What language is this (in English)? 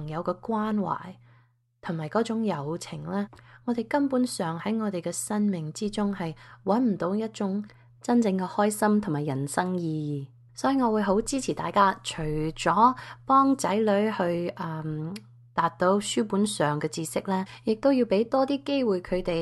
Cantonese